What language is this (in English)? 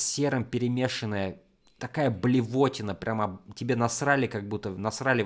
Russian